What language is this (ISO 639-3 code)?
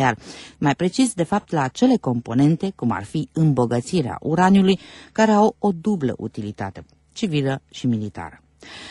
ron